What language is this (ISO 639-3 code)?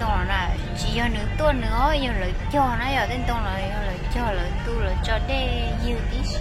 hmn